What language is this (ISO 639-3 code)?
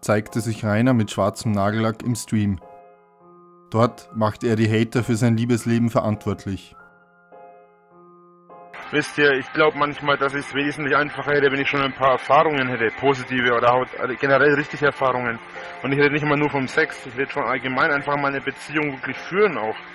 deu